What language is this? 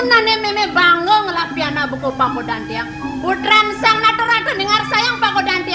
Balinese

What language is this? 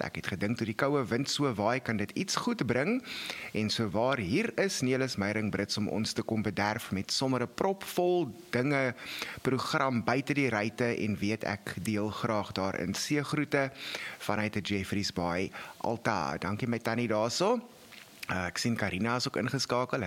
Afrikaans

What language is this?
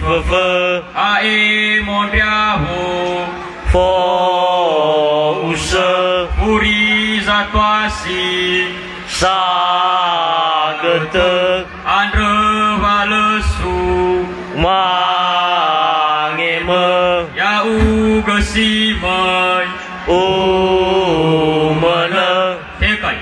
Nias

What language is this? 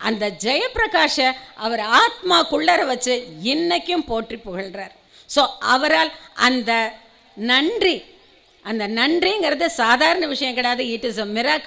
Tamil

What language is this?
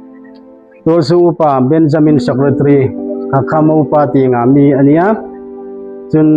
Hmar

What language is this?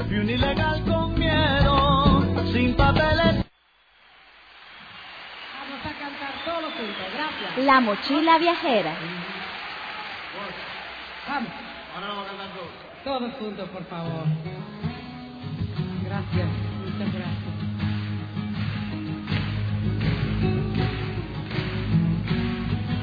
Spanish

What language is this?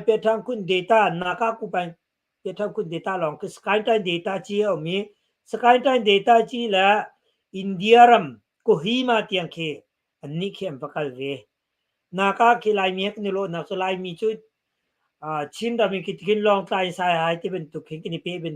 Hakha Chin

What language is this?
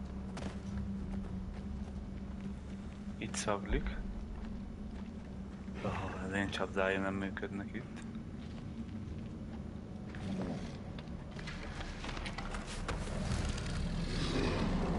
Hungarian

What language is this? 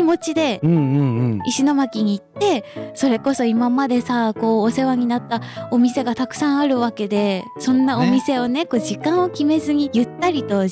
Japanese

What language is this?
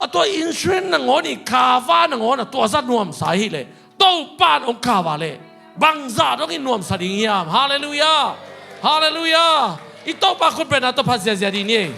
Tedim Chin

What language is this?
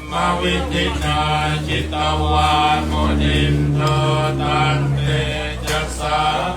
Pali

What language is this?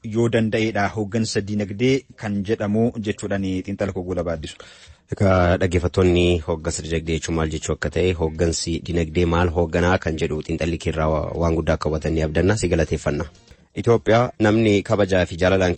Oromo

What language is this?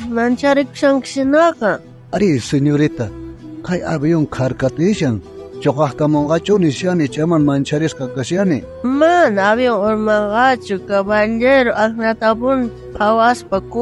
South Bolivian Quechua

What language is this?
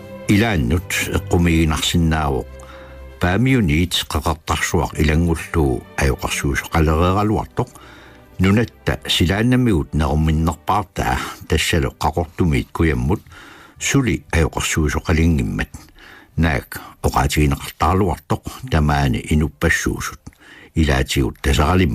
Kalaallisut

